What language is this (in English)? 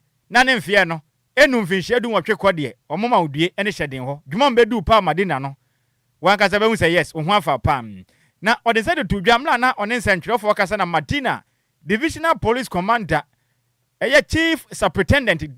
Akan